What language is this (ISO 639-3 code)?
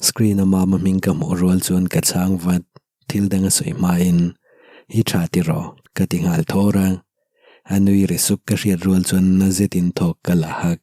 lus